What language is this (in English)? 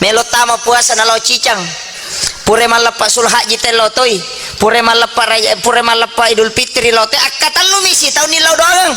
Buginese